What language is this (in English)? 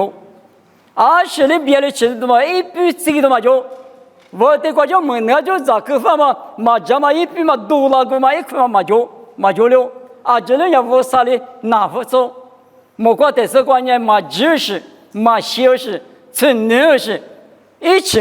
Lisu